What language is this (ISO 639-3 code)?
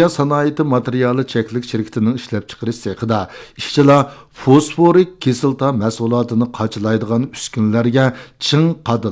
uig